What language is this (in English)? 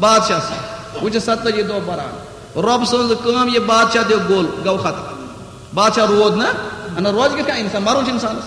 Kashmiri